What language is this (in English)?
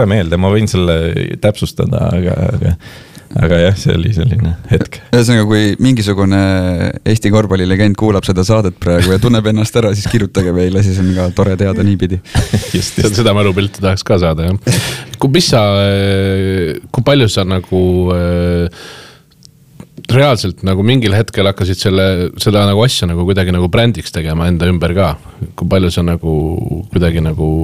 Estonian